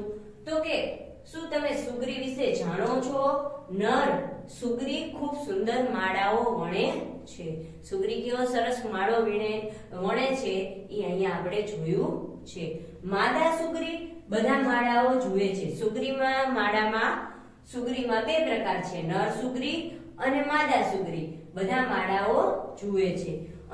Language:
Gujarati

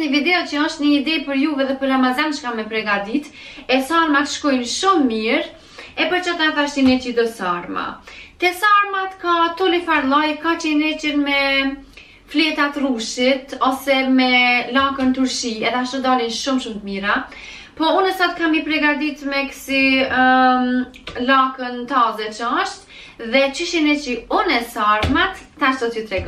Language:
Albanian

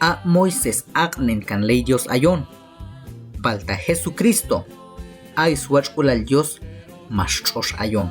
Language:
Q'anjob'al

